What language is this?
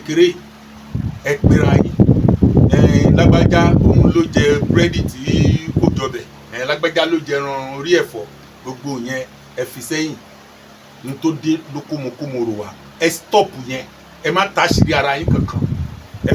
Yoruba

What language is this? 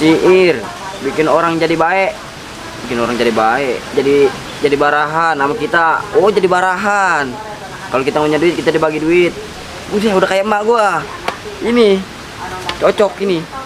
Betawi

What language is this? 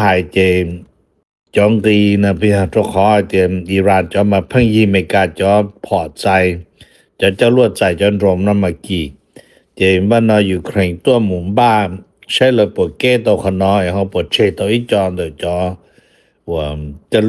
Hmong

